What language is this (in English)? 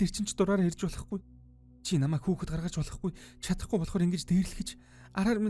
Mongolian